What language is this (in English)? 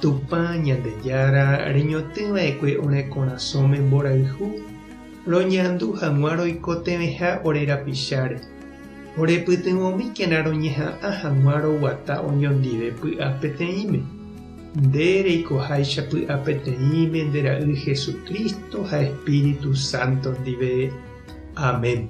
Guarani